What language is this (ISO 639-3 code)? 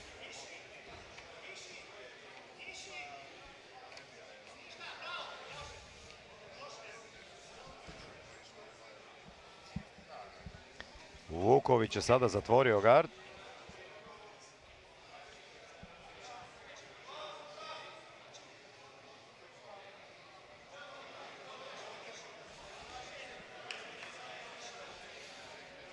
hrv